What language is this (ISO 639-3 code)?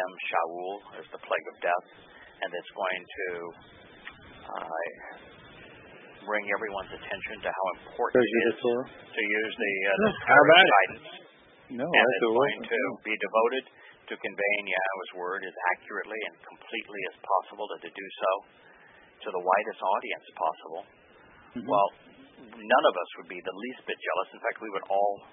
eng